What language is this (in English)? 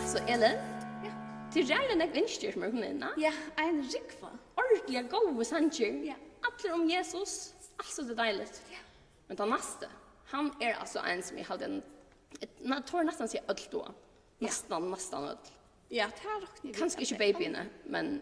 Faroese